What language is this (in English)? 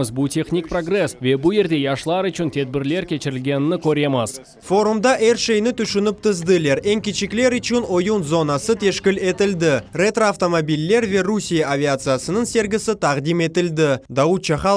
Crimean Tatar